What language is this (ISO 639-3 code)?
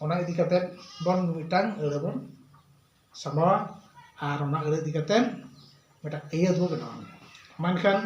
sat